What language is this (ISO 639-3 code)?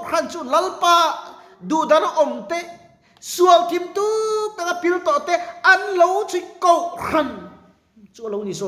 lus